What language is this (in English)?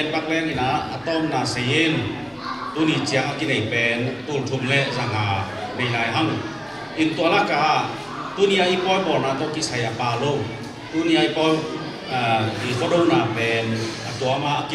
Tedim Chin